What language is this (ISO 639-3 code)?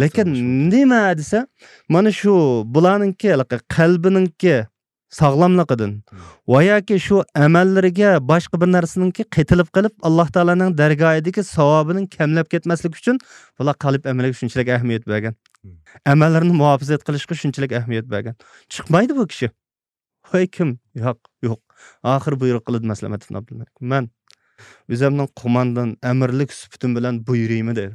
uig